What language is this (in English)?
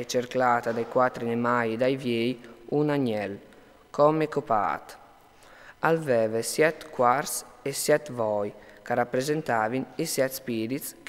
Friulian